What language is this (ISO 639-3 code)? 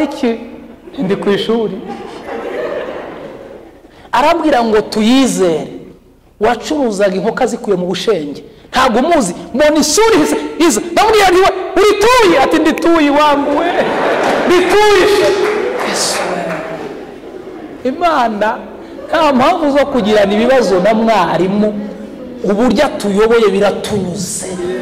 kin